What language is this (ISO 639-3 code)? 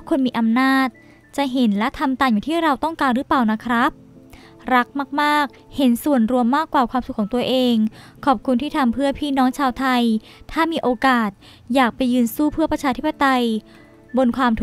tha